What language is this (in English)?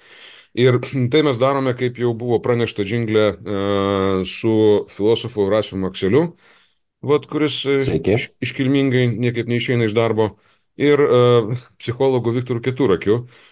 Lithuanian